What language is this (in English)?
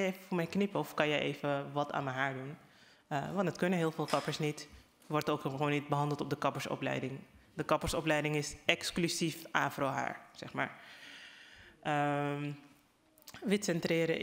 Dutch